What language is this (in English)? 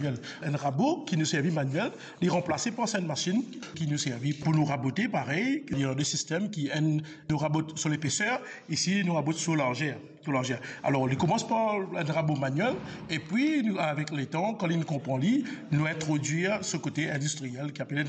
Morisyen